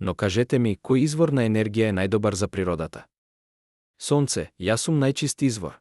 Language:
Macedonian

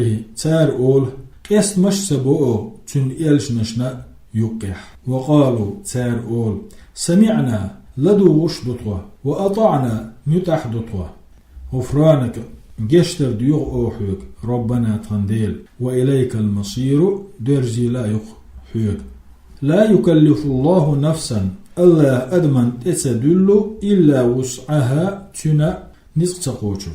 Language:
Chechen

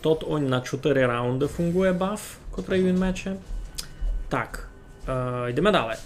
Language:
Rusyn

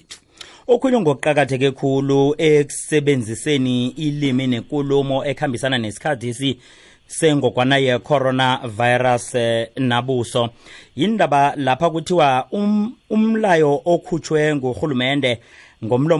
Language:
South Ndebele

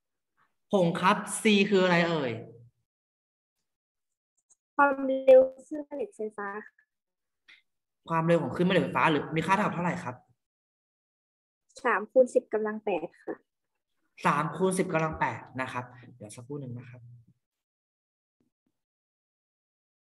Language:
Thai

